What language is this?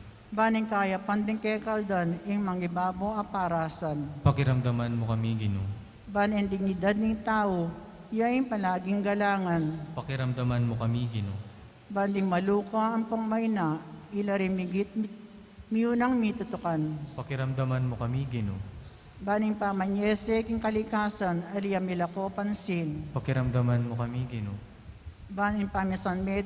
Pampanga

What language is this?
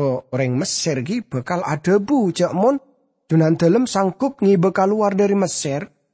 Madurese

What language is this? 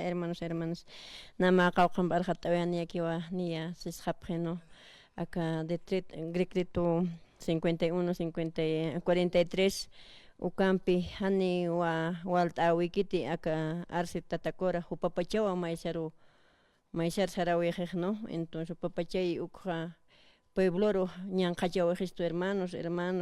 Aymara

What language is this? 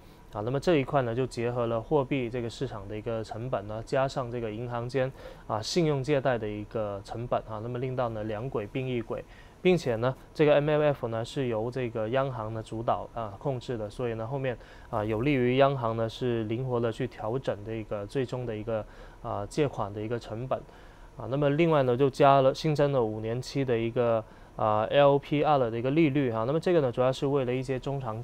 Chinese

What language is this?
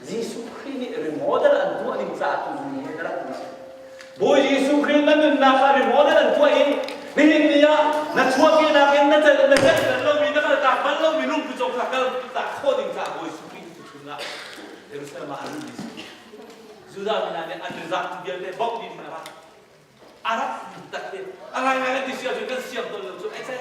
Hakha Chin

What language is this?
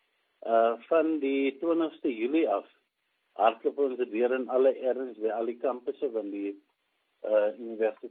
Afrikaans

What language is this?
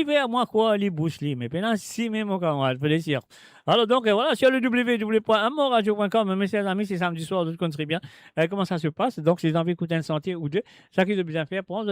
Morisyen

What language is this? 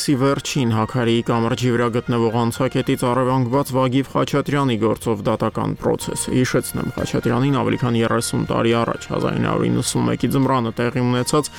Armenian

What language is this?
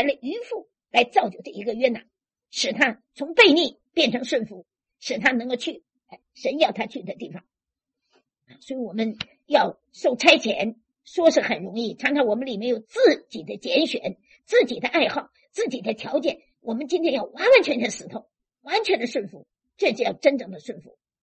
Chinese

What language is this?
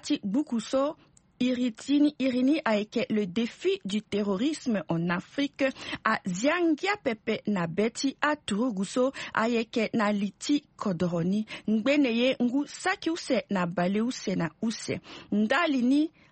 Sango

